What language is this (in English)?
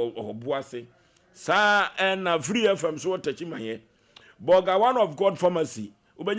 Akan